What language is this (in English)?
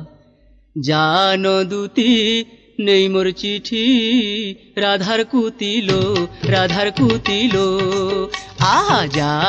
Bangla